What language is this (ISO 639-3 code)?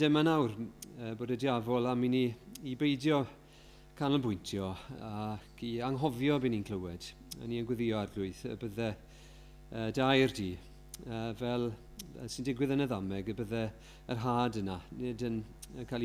cym